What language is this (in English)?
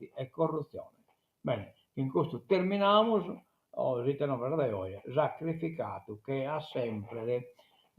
Sardinian